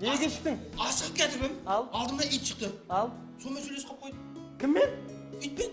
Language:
Kara-Kalpak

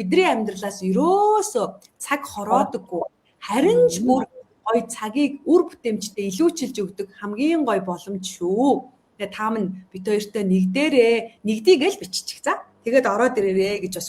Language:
Mongolian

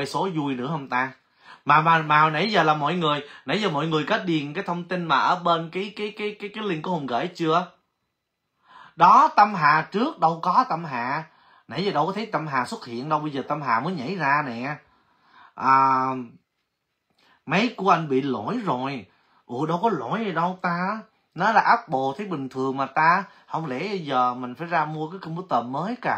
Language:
Vietnamese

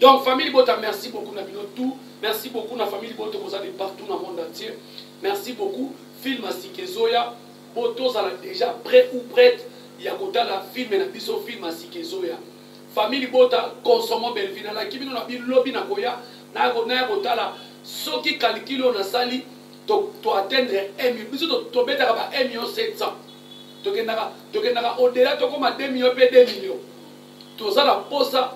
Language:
Lingala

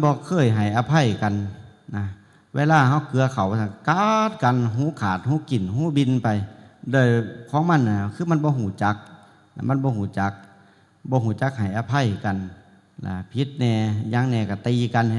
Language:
Northeastern Thai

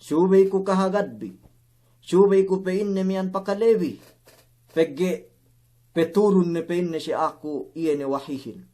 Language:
Yakan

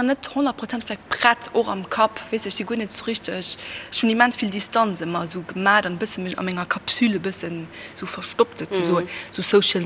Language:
Luxembourgish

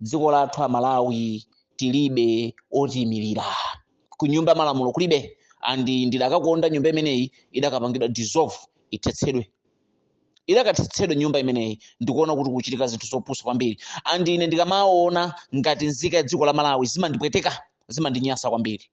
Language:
Nyanja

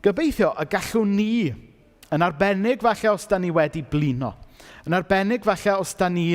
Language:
Welsh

